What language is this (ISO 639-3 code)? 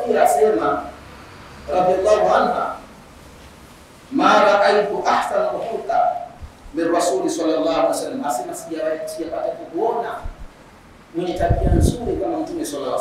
swa